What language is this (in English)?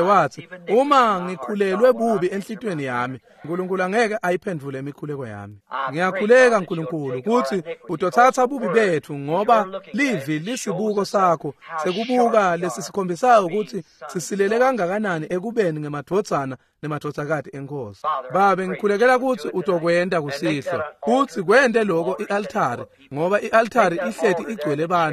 Swati